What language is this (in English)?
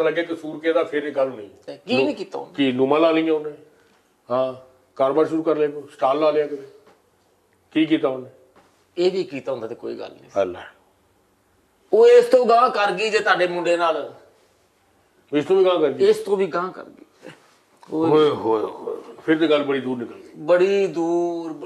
Punjabi